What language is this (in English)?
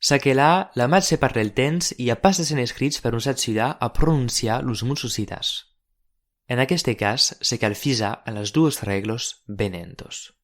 Occitan